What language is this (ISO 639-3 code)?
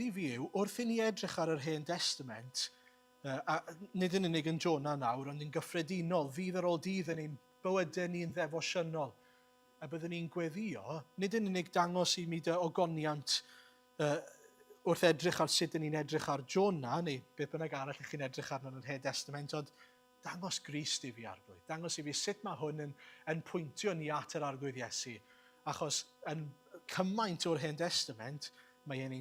cym